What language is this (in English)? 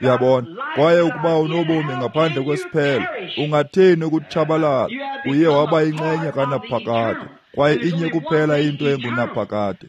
Xhosa